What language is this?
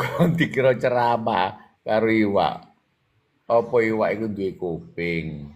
Javanese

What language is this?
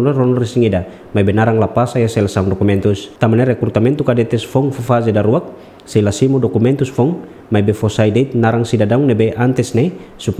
Tetum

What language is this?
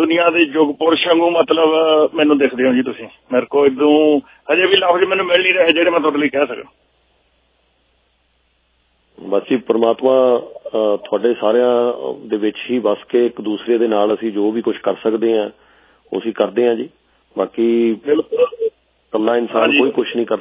Punjabi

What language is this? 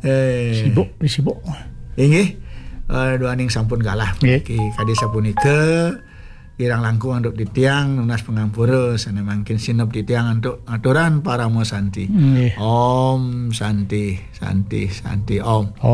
Balinese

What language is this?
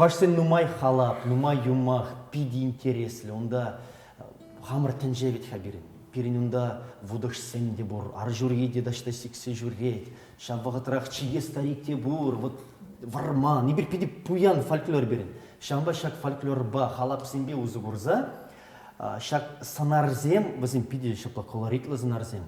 Chuvash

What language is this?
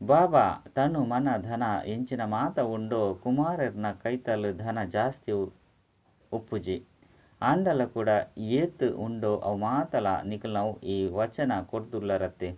Tulu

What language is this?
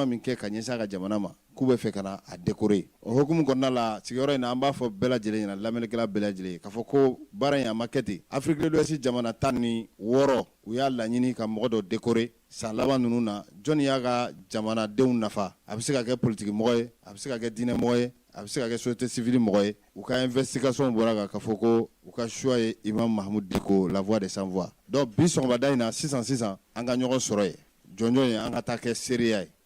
Bambara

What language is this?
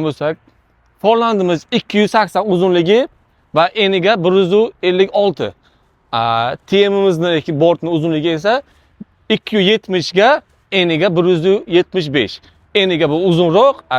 Uzbek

